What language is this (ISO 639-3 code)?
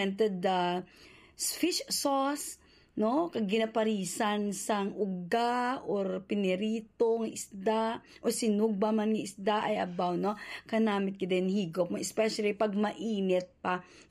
hil